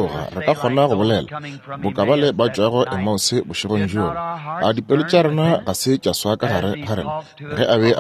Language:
Northern Sotho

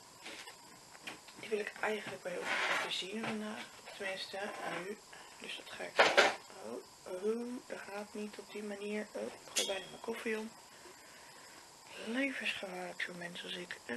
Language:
Dutch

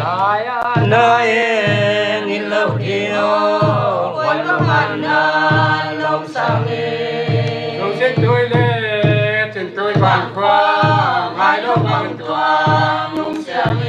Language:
Paite Chin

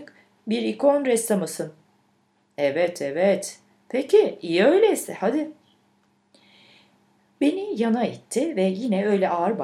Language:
Turkish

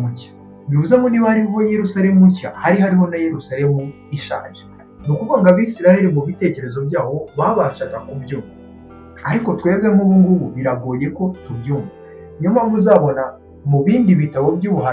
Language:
Kinyarwanda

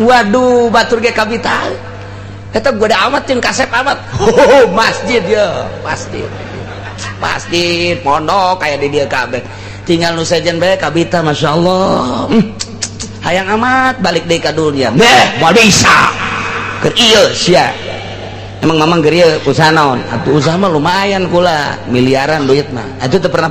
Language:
Sundanese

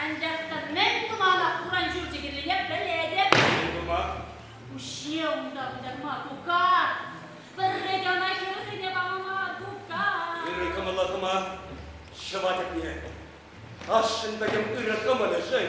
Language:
Chuvash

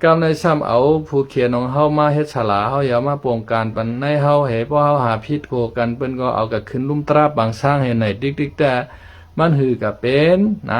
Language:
Shan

